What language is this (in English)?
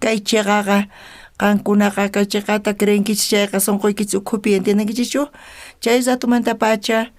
South Bolivian Quechua